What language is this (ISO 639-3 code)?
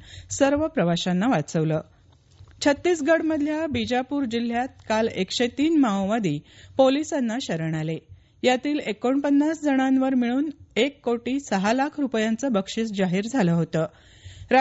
mar